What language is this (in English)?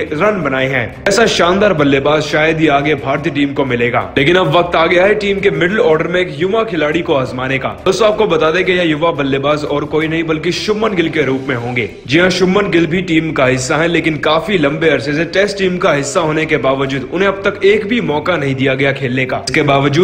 Hindi